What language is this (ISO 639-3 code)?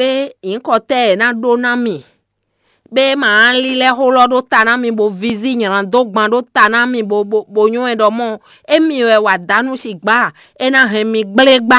fon